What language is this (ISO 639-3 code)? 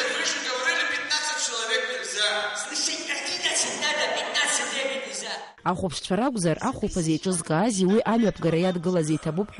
abk